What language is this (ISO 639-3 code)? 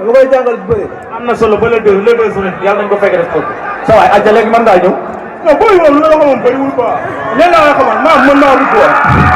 wol